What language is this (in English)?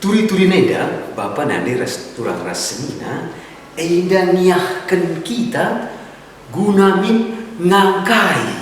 Batak Karo